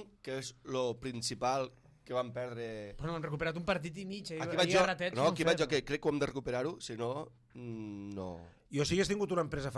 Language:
Catalan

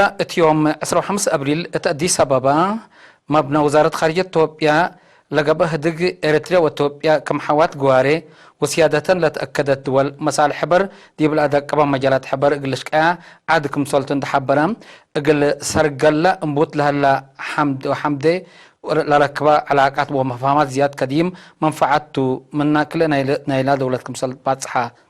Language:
Tigre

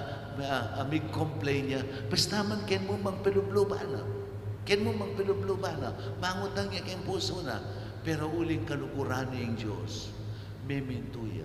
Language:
Pampanga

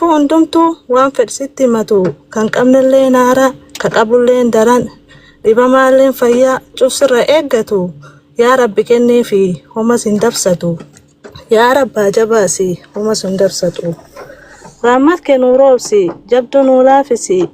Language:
Oromo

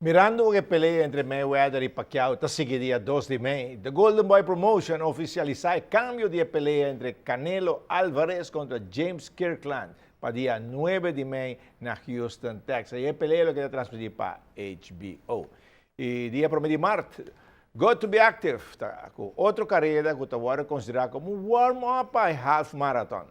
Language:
Papiamento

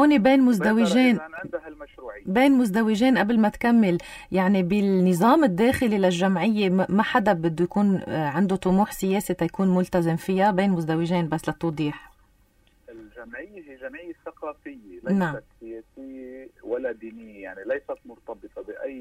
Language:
North Levantine Arabic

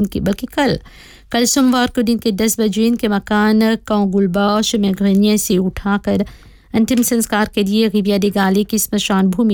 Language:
Hindi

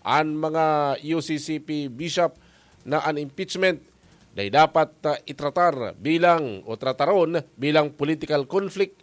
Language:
Bikol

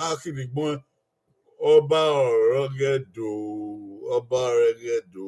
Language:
Bini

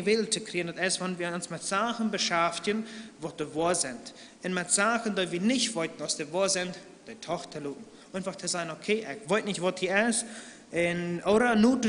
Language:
Plautdietsch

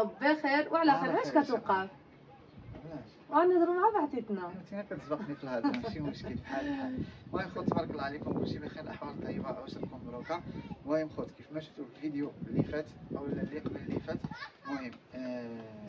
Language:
Moroccan Arabic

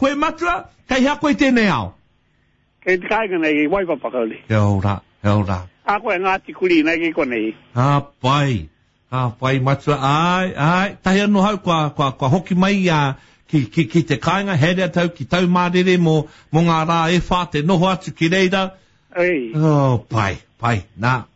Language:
Māori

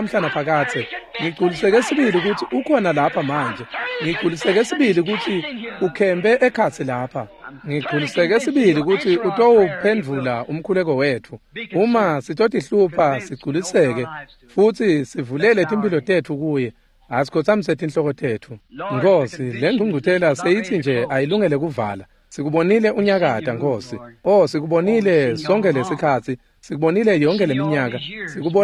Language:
Swati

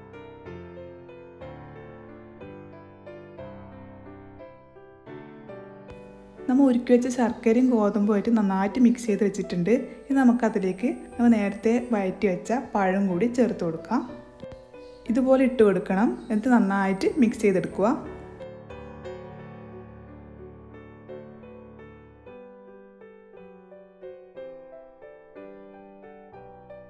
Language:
Malayalam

